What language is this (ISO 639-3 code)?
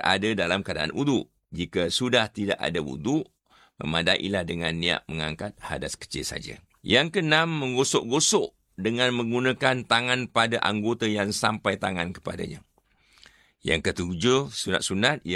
msa